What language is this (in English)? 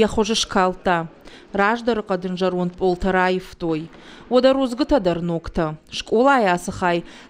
Ossetic